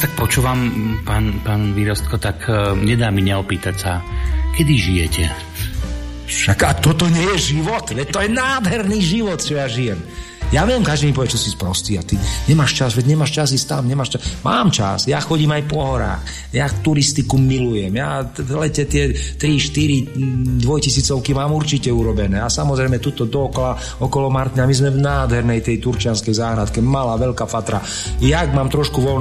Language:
Slovak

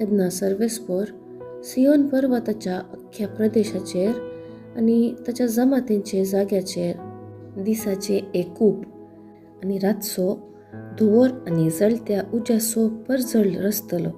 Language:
Konkani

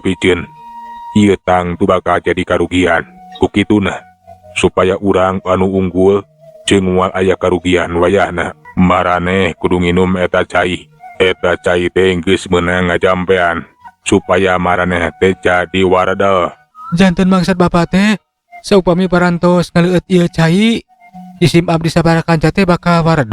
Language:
Sundanese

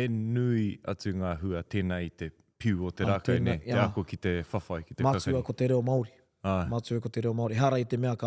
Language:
Māori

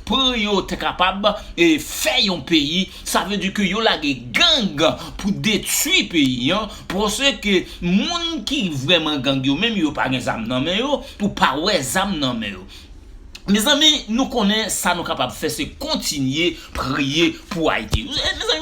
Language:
Haitian Creole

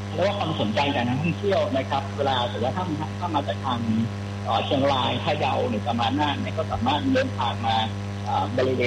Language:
Thai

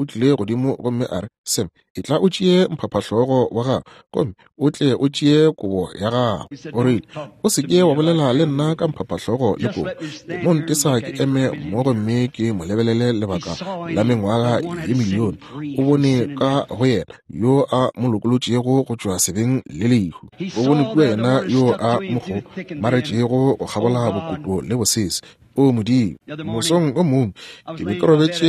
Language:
Northern Sotho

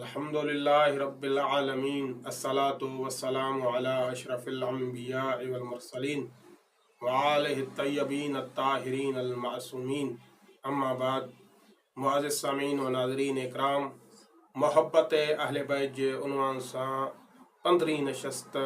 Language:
Sindhi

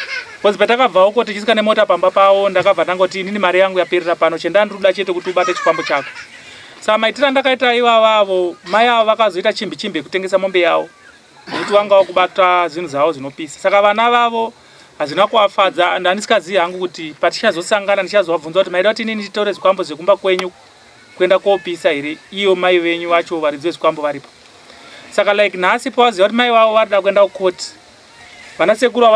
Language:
Shona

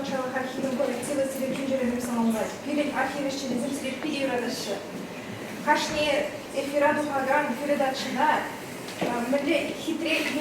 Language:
Chuvash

